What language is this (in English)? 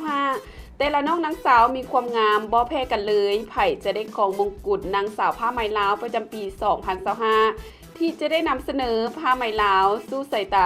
Lao